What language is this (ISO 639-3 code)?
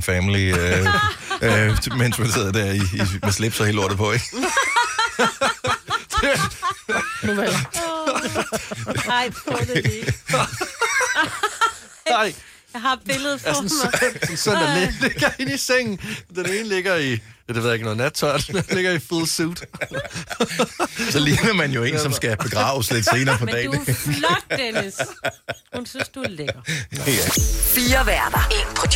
dan